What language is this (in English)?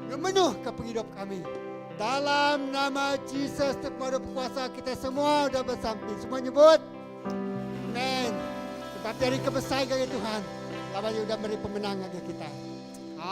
Iban